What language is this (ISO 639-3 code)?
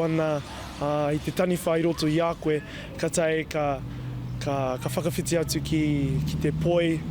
mri